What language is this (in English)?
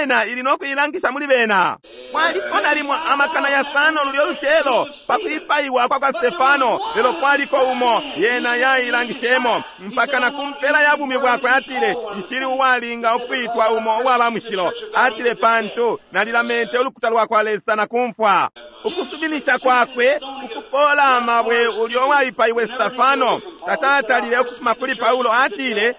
Bemba